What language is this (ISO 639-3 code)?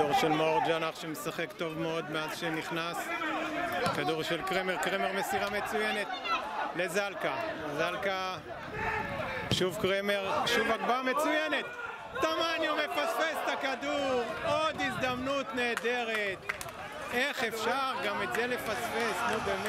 heb